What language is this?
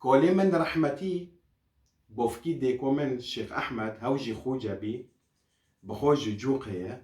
Kurdish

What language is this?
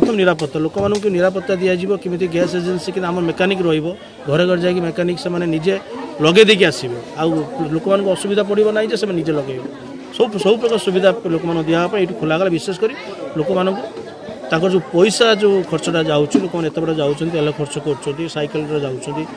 Odia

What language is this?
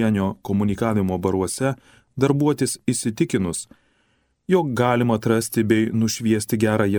Lithuanian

